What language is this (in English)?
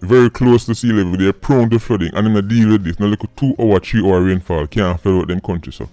Jamaican Creole English